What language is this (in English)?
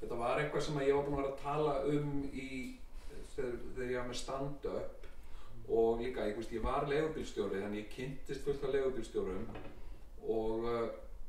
Icelandic